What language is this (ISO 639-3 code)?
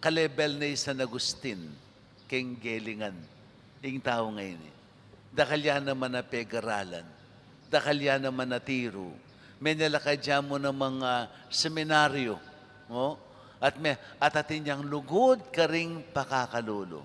pam